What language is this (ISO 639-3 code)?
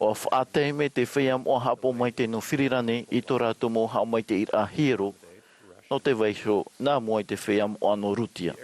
tah